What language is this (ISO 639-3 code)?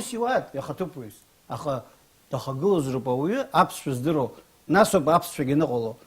abk